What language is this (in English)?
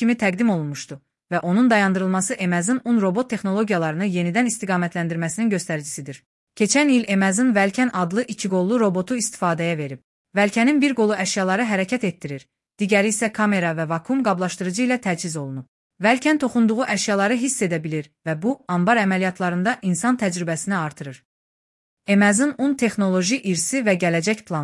Azerbaijani